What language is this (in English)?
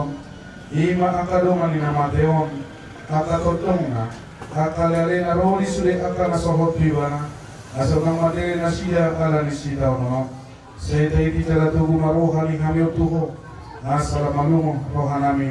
Batak Toba